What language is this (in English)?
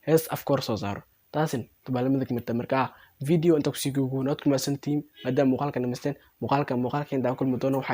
Somali